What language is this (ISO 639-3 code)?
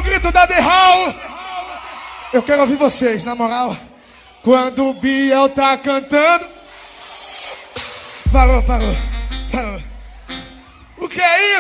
por